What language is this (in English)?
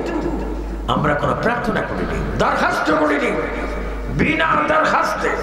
Bangla